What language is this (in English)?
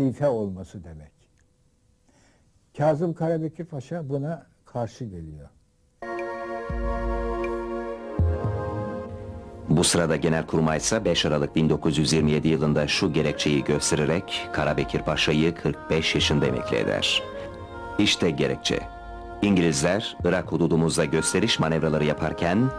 Turkish